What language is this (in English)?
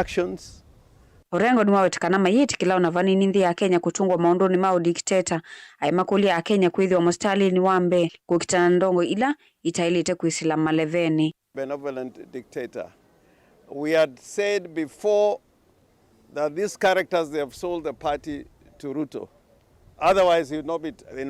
Kamba